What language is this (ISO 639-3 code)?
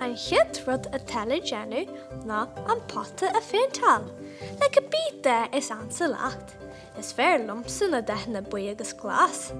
gle